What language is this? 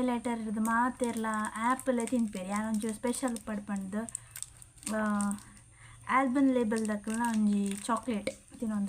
Tulu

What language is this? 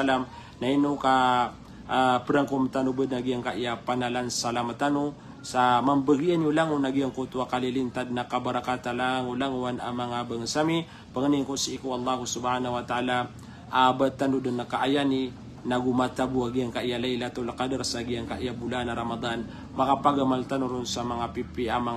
Maranao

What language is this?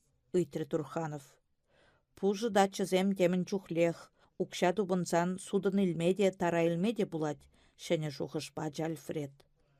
Chuvash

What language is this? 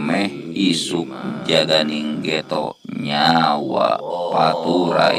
Sundanese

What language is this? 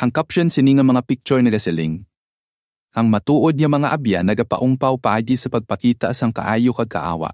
Hiligaynon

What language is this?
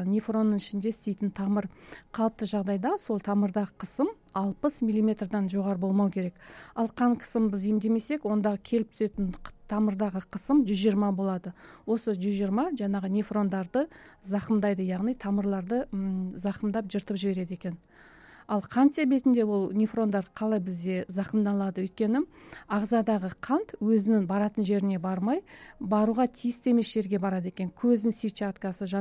Kazakh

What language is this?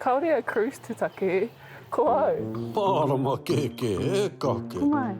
Māori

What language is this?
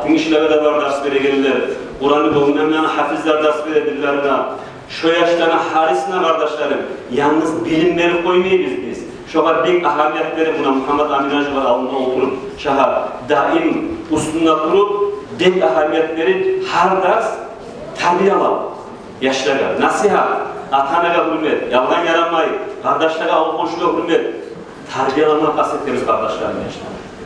Kumyk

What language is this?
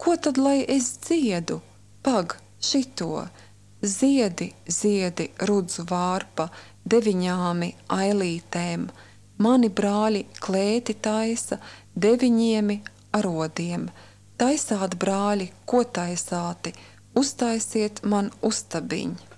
Latvian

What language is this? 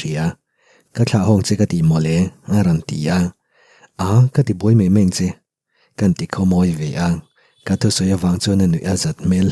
Mizo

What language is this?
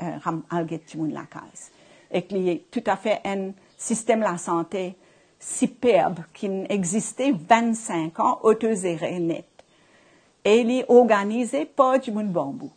Morisyen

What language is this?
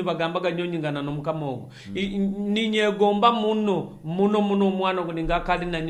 Nyoro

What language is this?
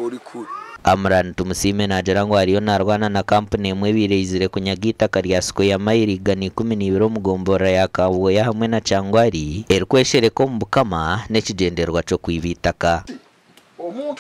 Nyankole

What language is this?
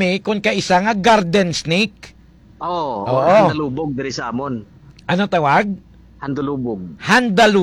Hiligaynon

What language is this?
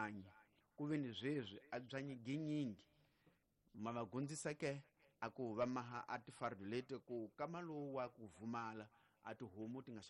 Tsonga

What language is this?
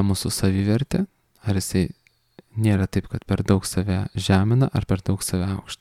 Lithuanian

